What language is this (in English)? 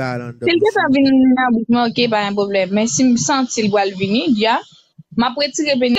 Haitian Creole